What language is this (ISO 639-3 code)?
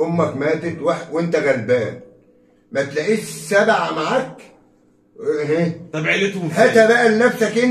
arz